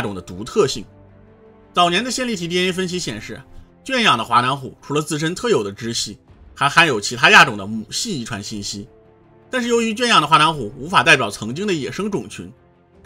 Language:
Chinese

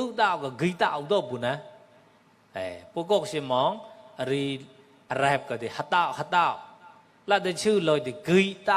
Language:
Mon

